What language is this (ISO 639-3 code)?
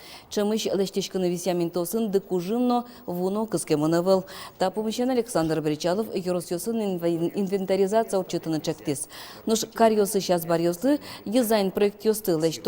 udm